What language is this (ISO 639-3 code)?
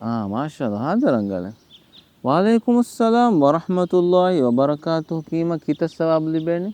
div